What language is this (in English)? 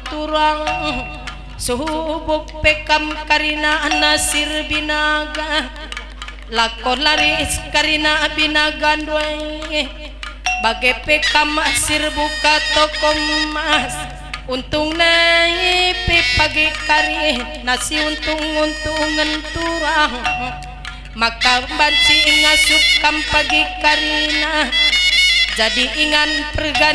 Batak Karo